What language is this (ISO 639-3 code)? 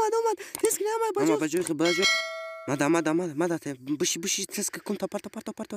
tgk